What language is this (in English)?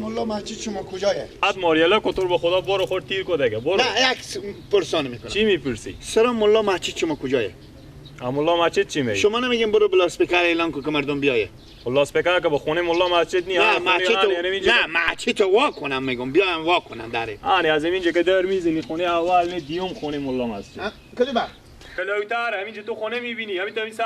Persian